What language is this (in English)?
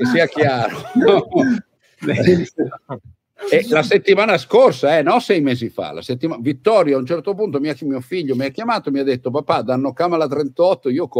Italian